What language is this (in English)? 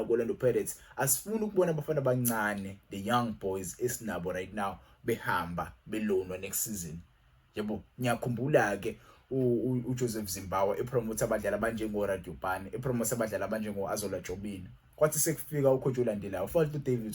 Zulu